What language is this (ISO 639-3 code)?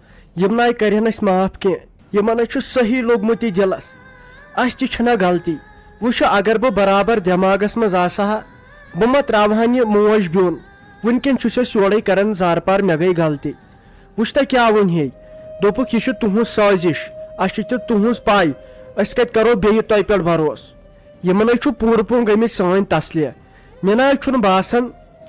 kas